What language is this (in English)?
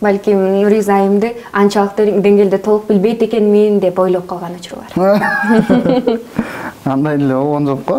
Kyrgyz